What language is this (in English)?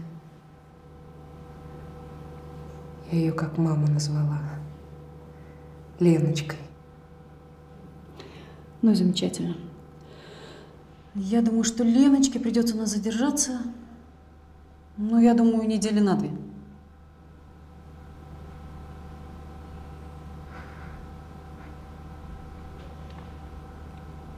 Russian